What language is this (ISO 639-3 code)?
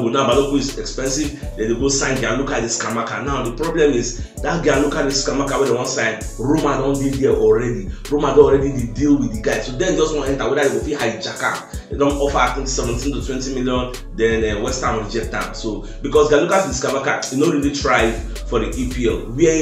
pcm